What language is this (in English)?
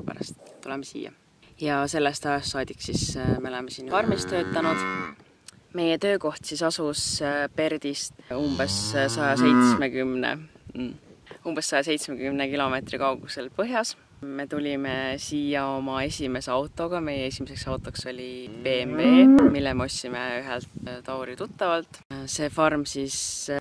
Estonian